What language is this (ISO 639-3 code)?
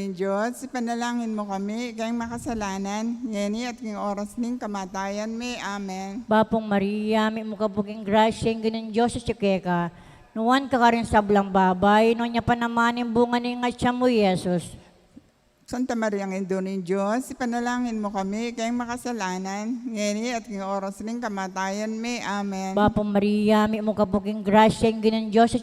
pam